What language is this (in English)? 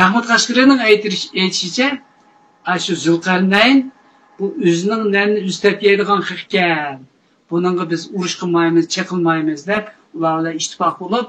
Uyghur